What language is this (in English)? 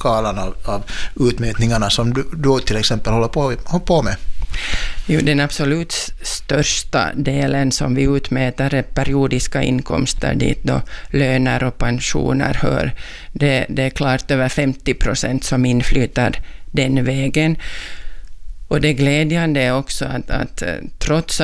Swedish